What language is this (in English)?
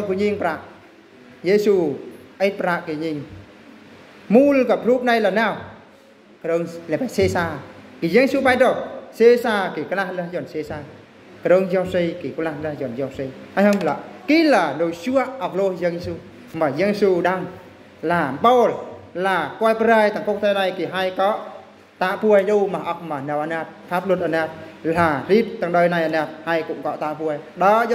Eastern Bru